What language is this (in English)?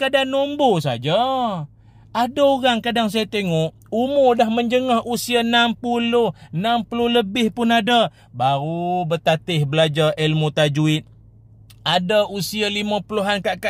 Malay